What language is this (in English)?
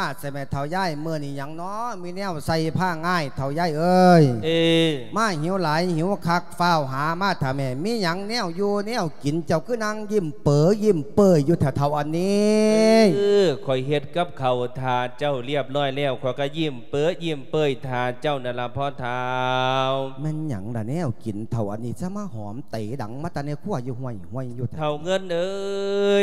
Lao